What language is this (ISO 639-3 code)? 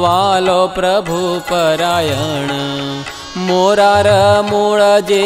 guj